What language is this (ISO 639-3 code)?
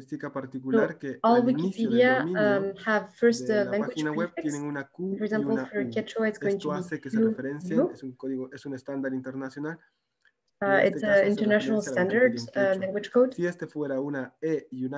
que